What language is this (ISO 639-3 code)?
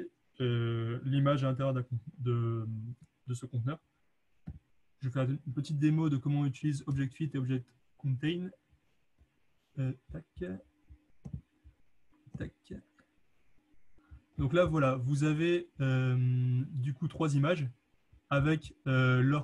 fra